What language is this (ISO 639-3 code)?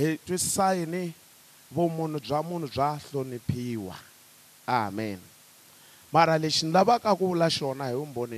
tso